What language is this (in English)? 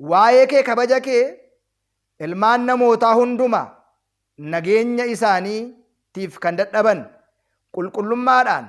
Oromo